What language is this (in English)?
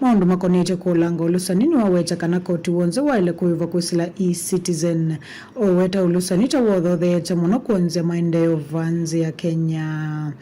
Kamba